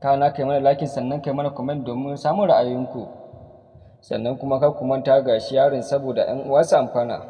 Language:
Hausa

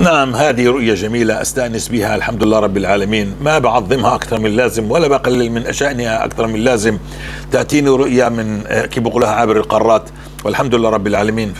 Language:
North Levantine Arabic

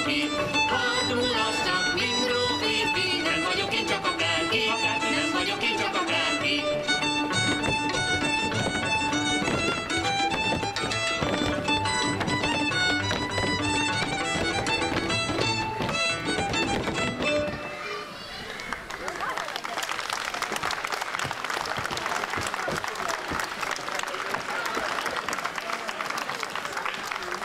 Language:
Hungarian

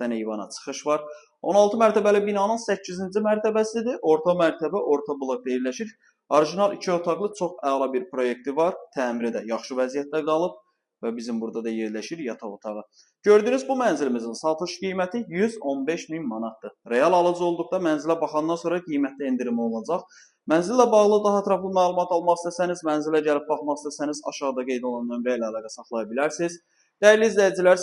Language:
Azerbaijani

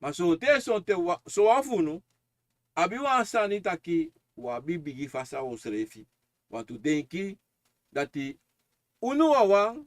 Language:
Sranan Tongo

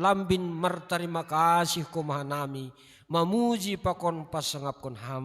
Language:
Batak Simalungun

